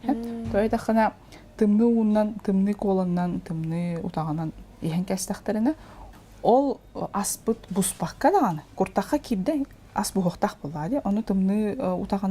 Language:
Yakut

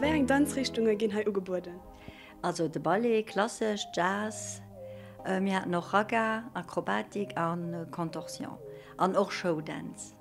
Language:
Luxembourgish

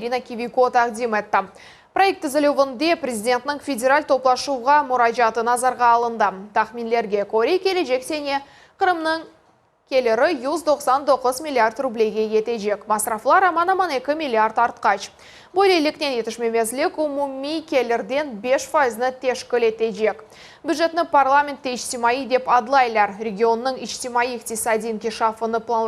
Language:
Crimean Tatar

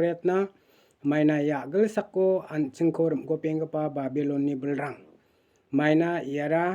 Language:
Garo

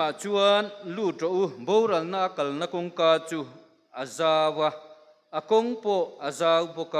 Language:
Mizo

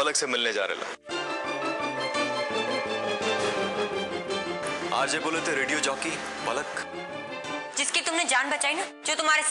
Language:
Hindi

